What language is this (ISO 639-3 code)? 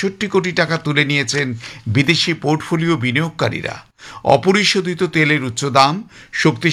ben